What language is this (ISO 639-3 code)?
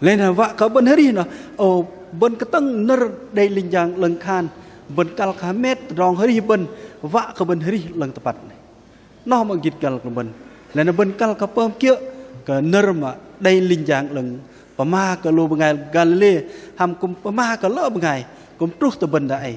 bdq